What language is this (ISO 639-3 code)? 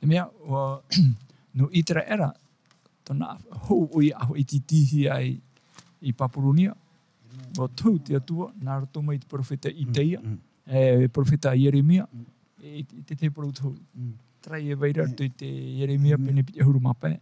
tah